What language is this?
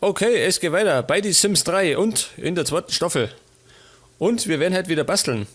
Bavarian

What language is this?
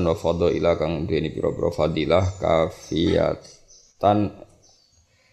Javanese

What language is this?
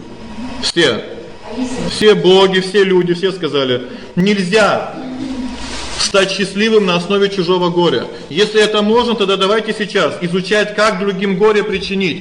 Russian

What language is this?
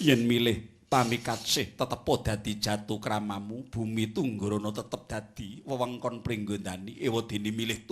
Javanese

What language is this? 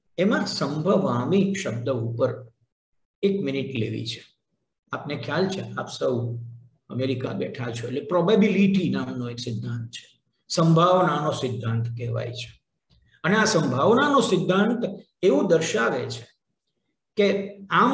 Gujarati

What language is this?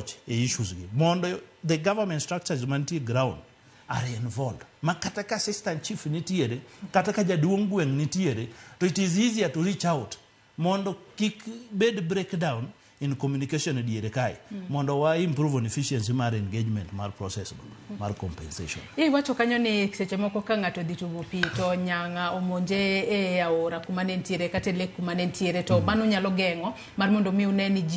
Luo (Kenya and Tanzania)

